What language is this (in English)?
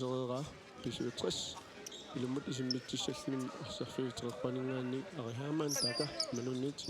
Kalaallisut